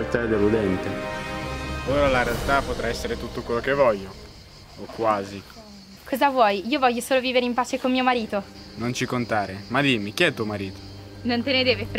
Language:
Italian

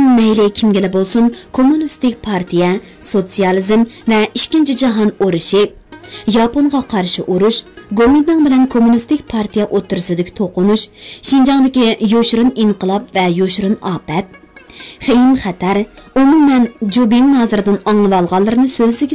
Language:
Uyghur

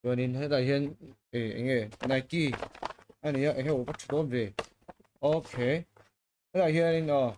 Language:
Mizo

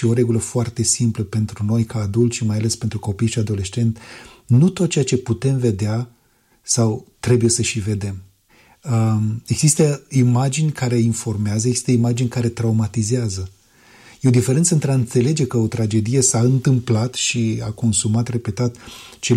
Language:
Romanian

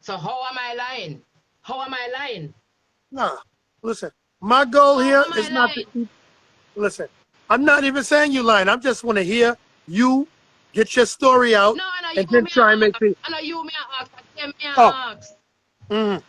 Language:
Jamaican Creole English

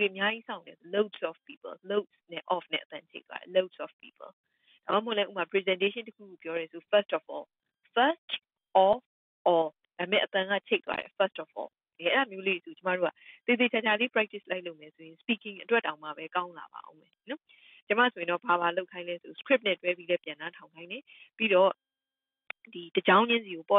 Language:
Burmese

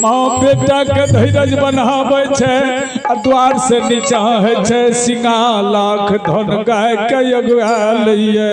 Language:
Maithili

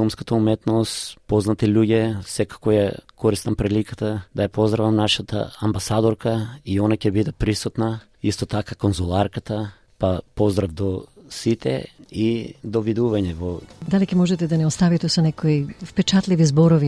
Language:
Macedonian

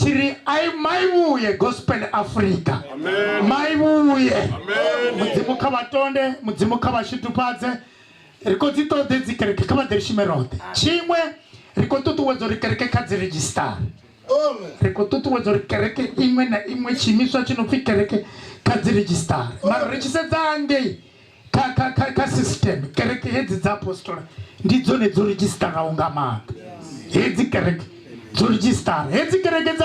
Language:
Venda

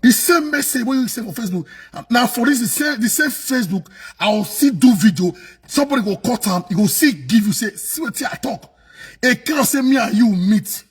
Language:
Nigerian Pidgin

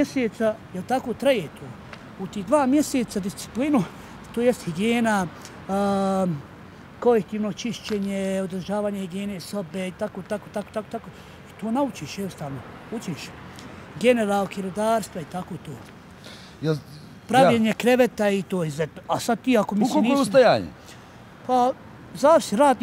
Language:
Bosnian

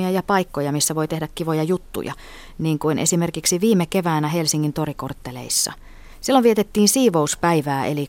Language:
Finnish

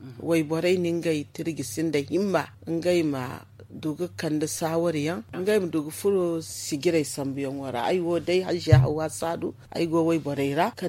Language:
Zarma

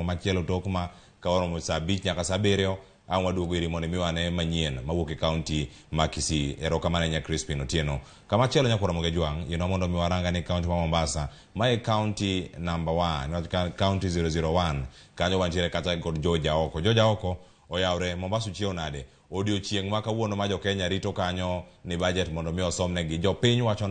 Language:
Luo (Kenya and Tanzania)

